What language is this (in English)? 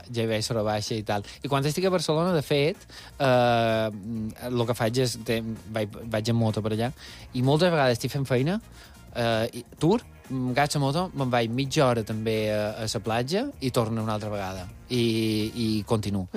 Catalan